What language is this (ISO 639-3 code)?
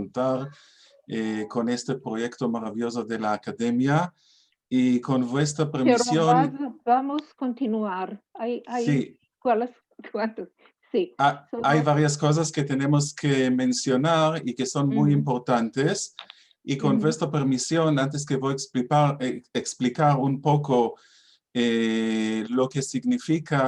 lad